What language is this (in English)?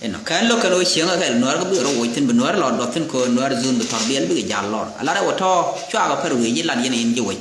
Nuer